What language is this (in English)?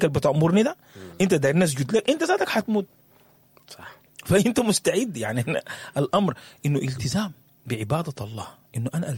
Sudanese Arabic